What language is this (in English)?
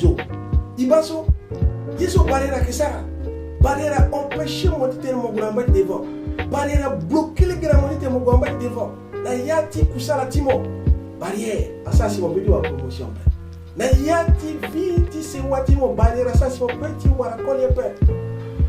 Sango